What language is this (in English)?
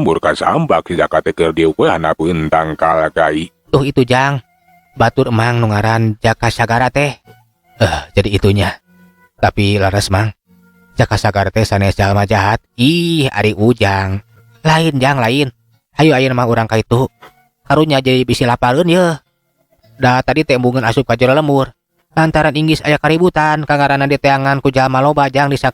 Sundanese